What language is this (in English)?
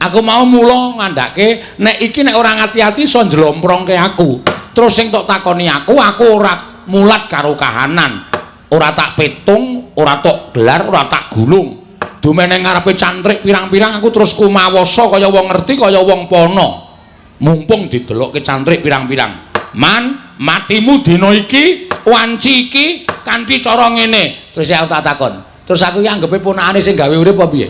Javanese